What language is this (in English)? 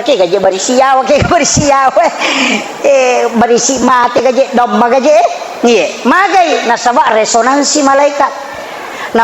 Buginese